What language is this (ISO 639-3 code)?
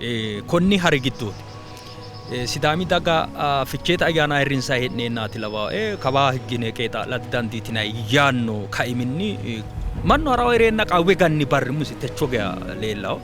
sid